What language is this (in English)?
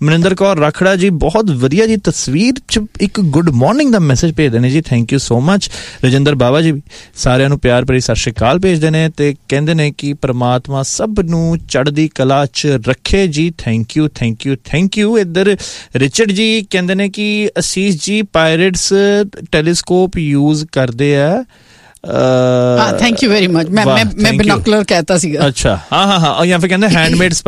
Punjabi